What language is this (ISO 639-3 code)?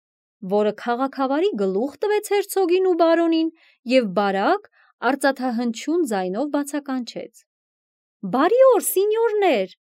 hye